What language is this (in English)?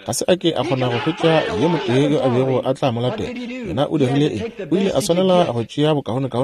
Northern Sotho